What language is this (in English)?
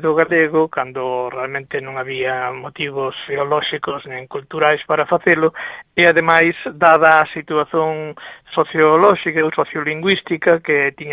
Galician